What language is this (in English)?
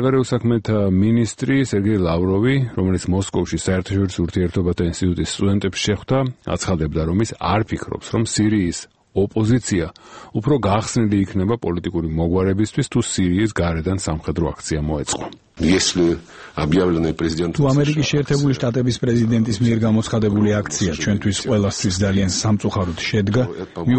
Georgian